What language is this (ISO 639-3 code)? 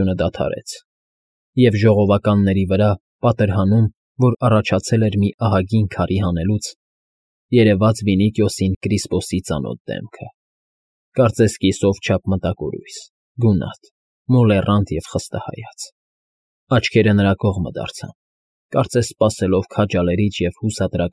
hye